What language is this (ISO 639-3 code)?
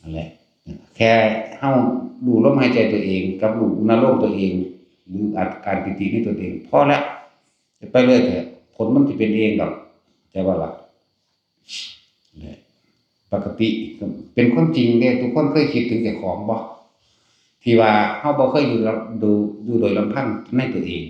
tts